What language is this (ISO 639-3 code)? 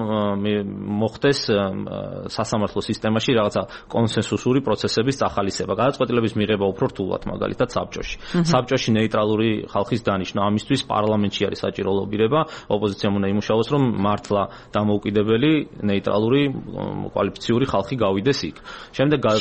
kat